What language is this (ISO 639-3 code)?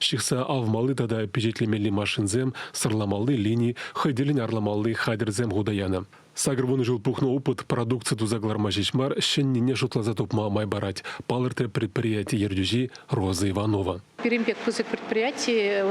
chv